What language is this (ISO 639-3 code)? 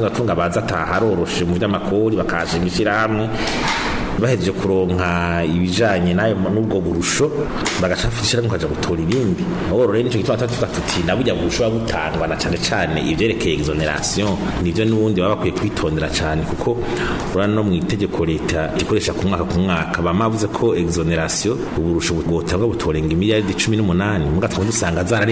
run